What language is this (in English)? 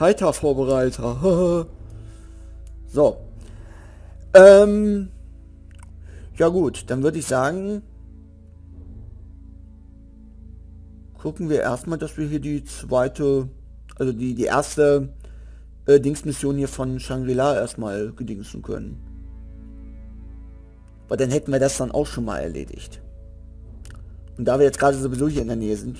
German